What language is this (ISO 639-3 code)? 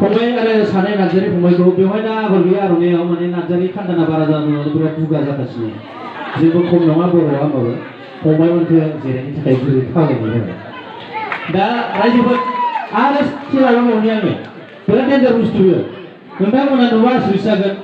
brx